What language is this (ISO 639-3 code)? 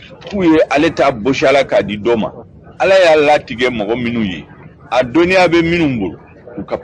bam